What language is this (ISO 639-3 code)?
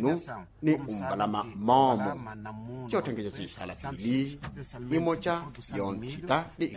vmw